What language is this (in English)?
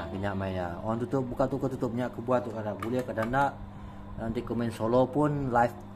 Iban